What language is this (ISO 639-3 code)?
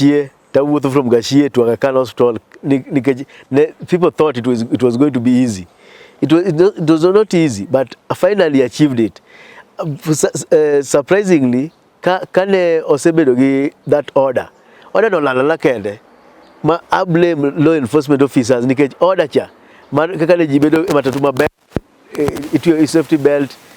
luo